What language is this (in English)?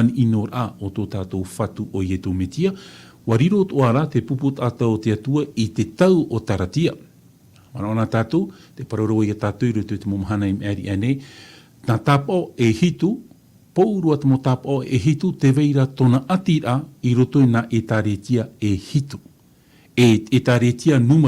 Tahitian